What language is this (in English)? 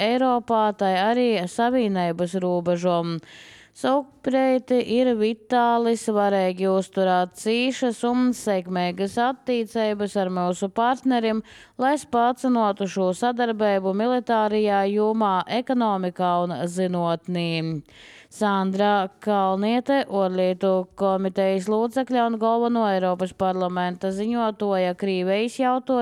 Latvian